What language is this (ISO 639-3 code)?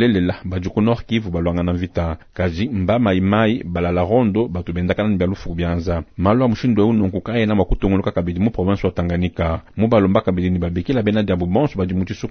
lua